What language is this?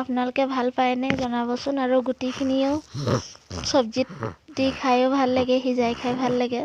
Assamese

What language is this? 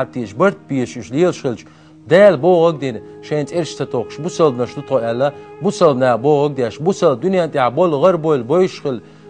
Chechen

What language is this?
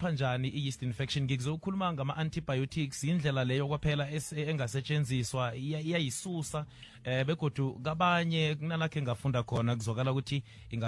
South Ndebele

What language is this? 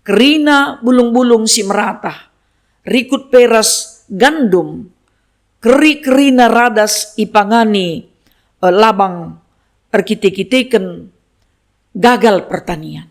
Batak Karo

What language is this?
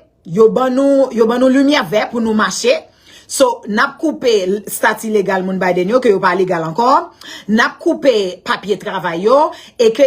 Haitian Creole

